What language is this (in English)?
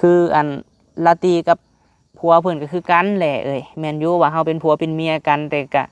Lao